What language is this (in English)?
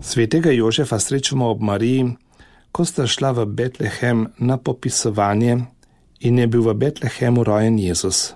Slovenian